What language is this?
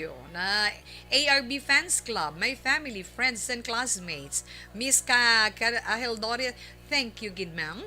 Hiligaynon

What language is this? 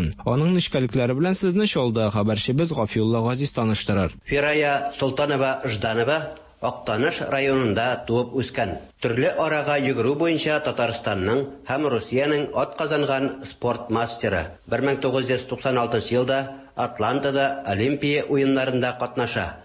Tatar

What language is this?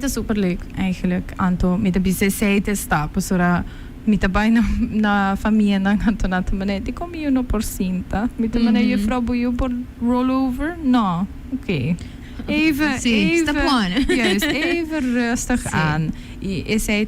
Papiamento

